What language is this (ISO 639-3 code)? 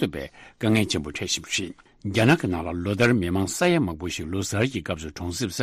bod